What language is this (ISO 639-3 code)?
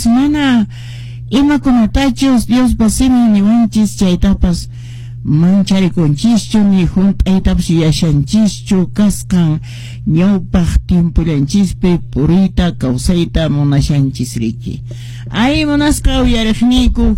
que